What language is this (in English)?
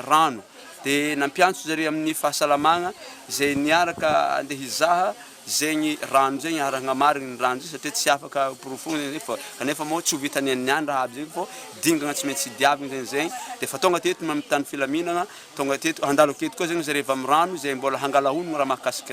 Malagasy